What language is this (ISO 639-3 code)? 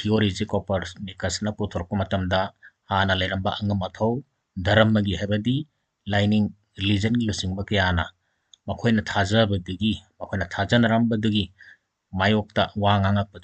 mni